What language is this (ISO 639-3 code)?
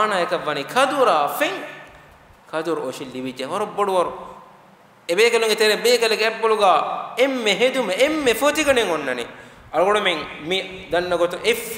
div